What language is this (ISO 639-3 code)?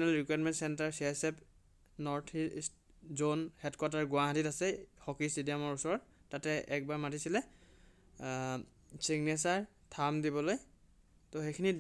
asm